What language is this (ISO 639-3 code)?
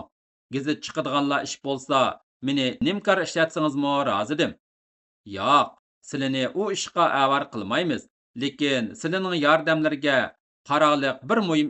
uig